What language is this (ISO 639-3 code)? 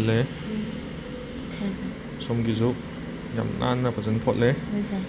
mni